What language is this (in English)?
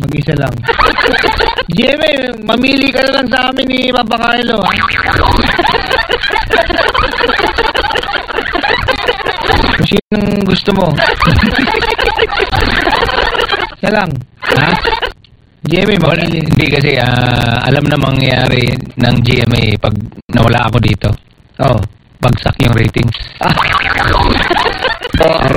Filipino